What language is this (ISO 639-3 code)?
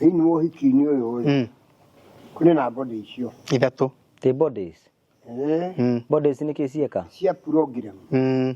kik